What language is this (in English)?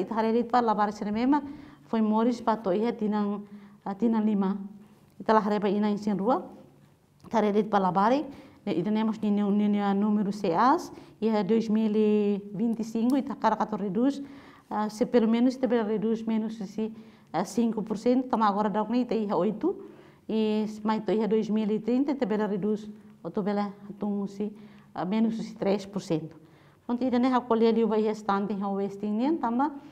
Tetum